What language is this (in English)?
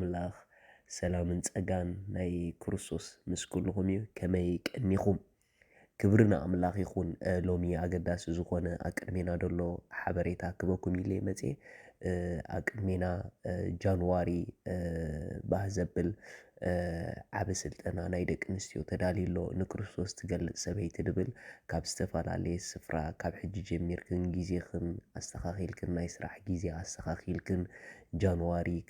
Tigrinya